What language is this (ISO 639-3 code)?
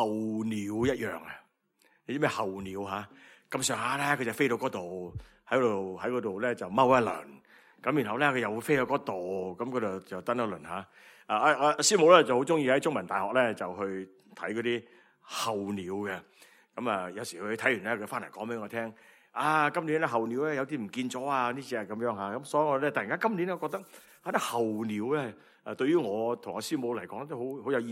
yue